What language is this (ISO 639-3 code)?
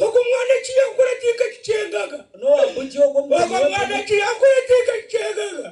nyn